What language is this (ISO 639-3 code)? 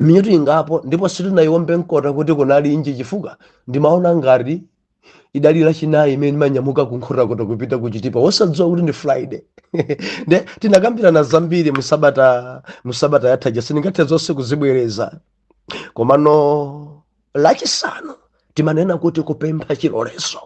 nya